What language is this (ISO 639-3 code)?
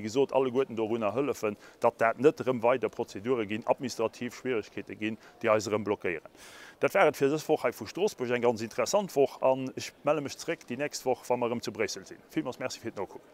ltz